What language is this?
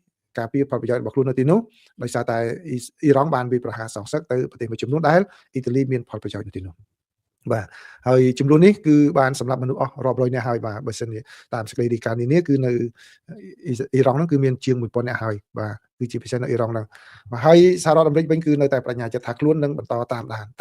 Khmer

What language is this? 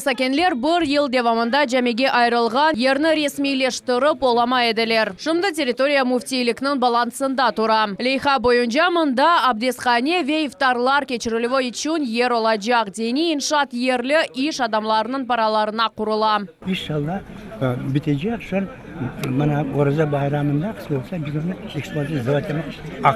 Crimean Tatar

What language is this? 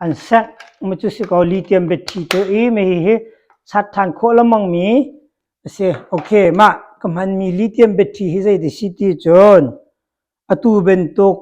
Hakha Chin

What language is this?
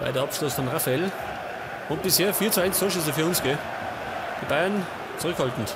Bavarian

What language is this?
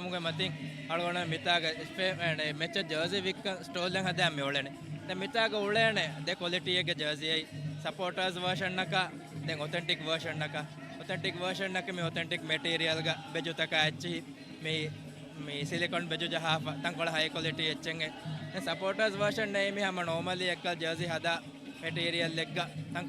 Divehi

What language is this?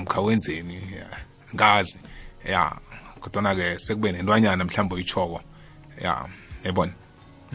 South Ndebele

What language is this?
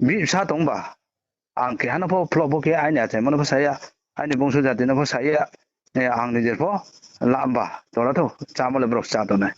Riang (India)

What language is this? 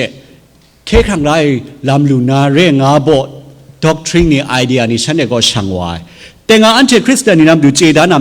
Kachin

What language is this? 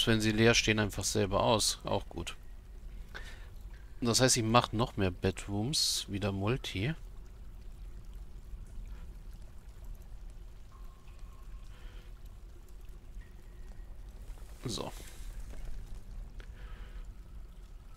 German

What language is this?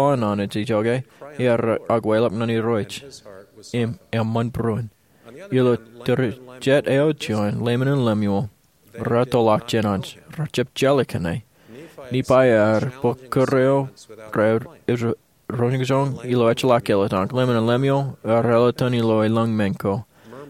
Marshallese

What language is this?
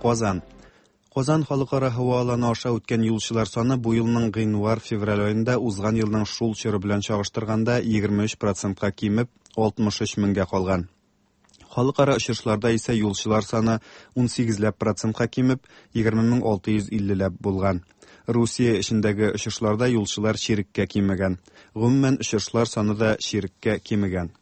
Tatar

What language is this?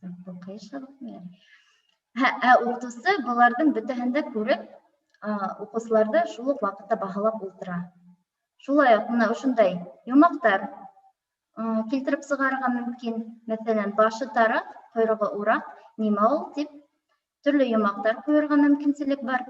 Bashkir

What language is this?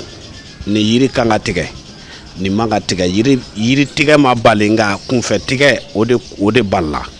Bambara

